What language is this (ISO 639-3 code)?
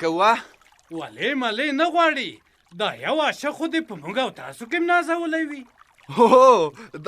pus